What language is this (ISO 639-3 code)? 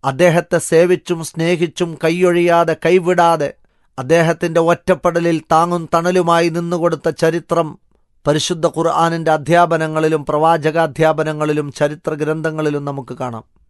mal